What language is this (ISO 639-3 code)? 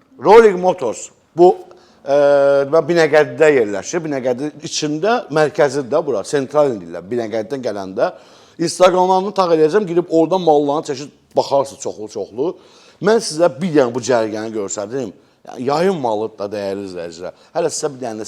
aze